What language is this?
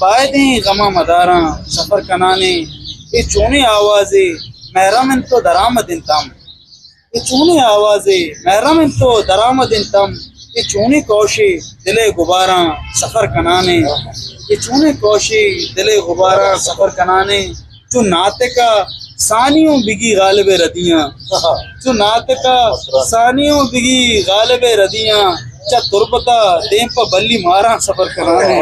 Eastern Balochi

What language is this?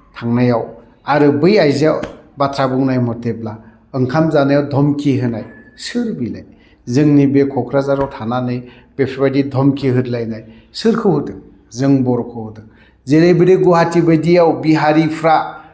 Bodo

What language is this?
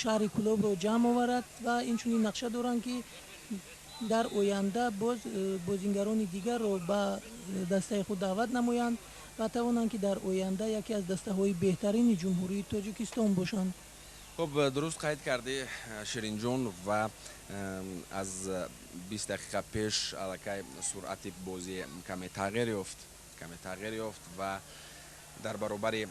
Tajik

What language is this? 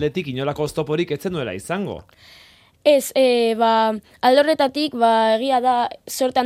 Basque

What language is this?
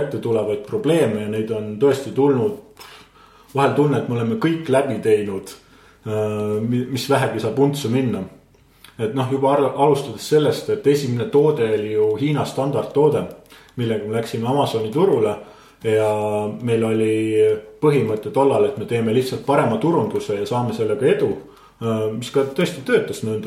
Estonian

